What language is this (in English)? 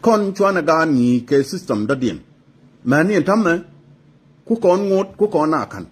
Nuer